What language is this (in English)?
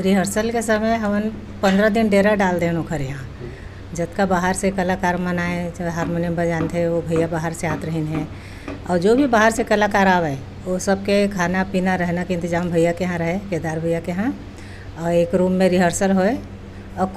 Chhattisgarhi